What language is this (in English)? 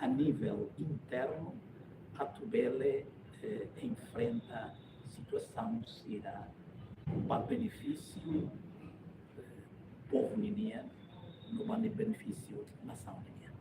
Tetum